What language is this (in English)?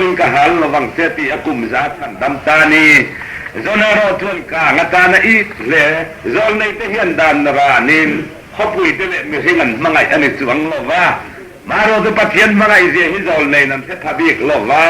Mizo